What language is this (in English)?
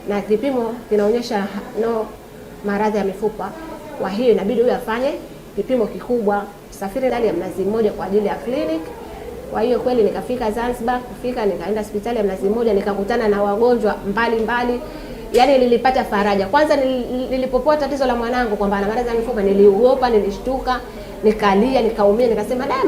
Swahili